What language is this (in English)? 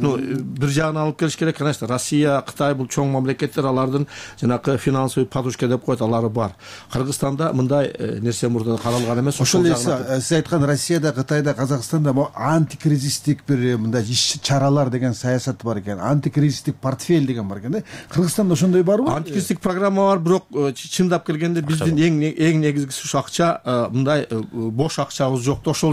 Kyrgyz